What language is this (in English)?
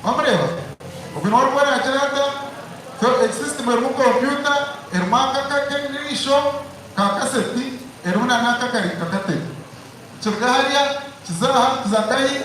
Nyankole